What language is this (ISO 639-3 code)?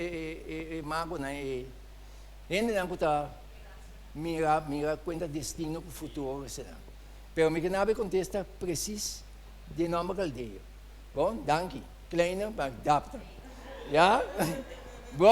pap